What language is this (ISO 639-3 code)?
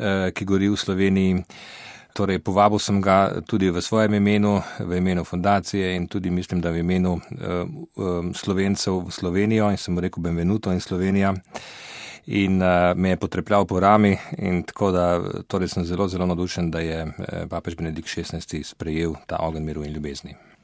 slv